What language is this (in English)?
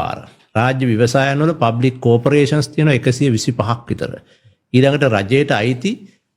Sinhala